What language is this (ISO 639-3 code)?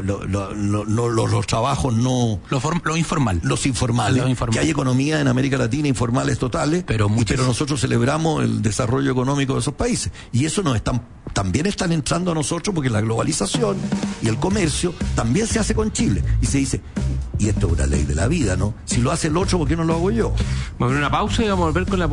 spa